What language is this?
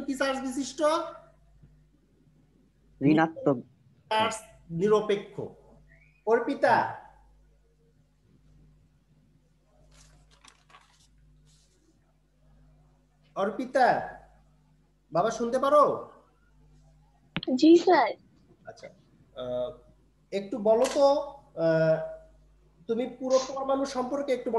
Bangla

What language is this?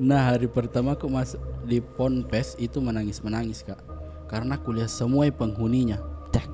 Makassar Malay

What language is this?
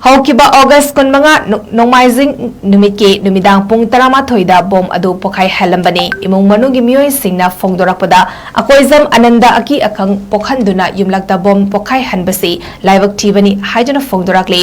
Manipuri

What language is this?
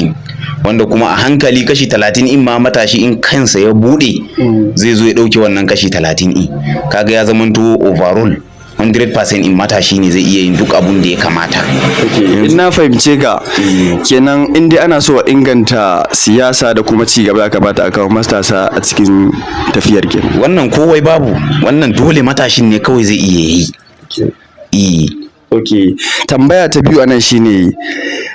Hausa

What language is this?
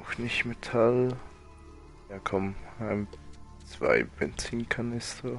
Swiss German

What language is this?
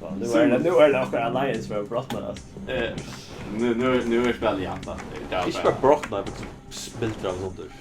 Faroese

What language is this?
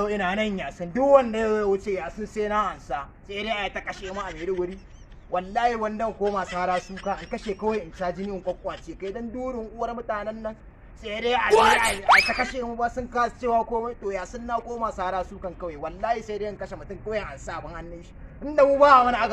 Hausa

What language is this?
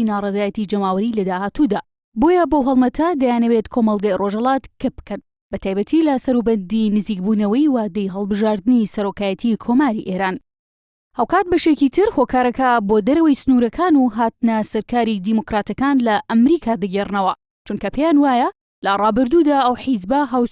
Central Kurdish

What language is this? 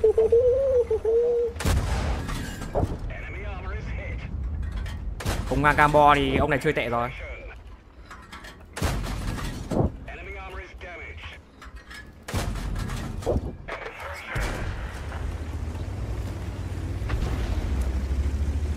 Vietnamese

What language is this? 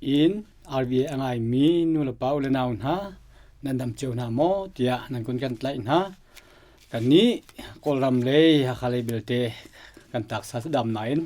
Hakha Chin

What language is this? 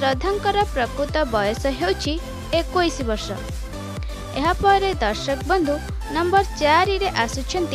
Odia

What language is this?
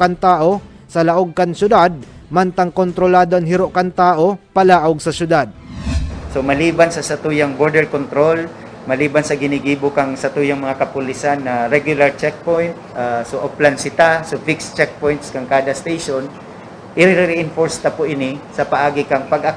Bikol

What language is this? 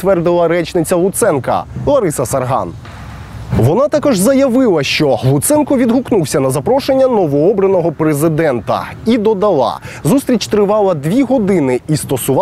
Ukrainian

